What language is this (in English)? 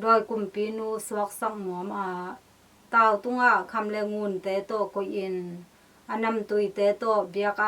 Tedim Chin